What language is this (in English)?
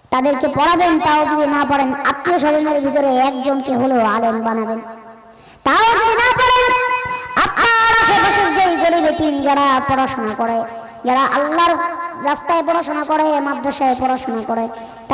Bangla